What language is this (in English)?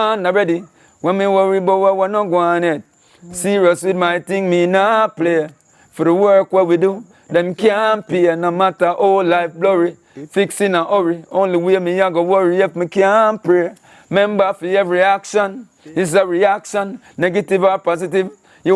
Jamaican Creole English